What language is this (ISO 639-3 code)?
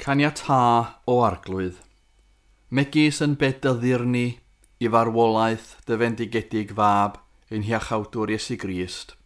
cym